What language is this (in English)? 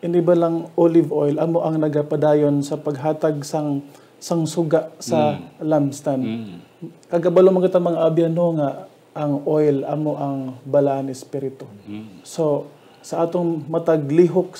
Hiligaynon